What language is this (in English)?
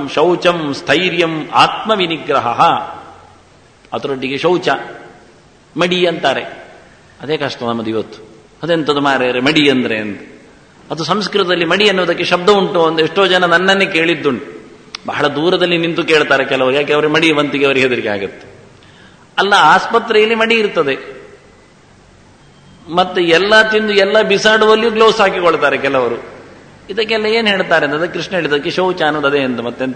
Kannada